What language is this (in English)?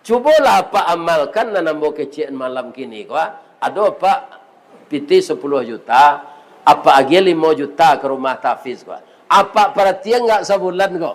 Minangkabau